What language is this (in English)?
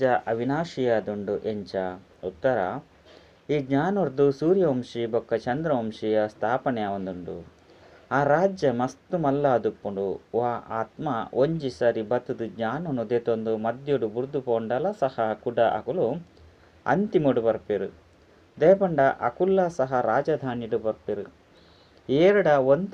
Tulu